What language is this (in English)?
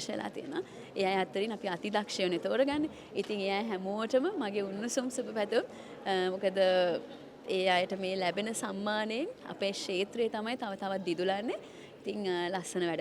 Sinhala